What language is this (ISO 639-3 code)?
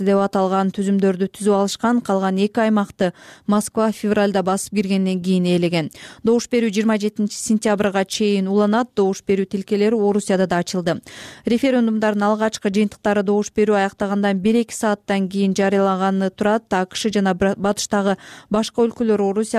kir